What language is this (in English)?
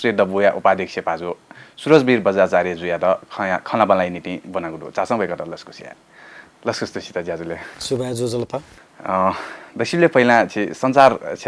Newari